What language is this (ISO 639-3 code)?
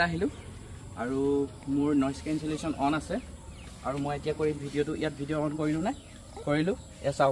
asm